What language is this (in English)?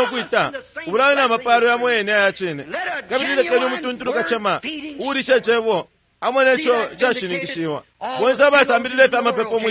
Bemba